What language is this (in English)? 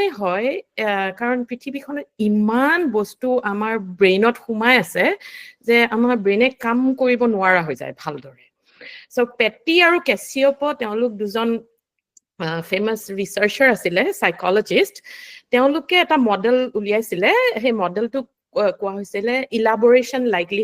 Assamese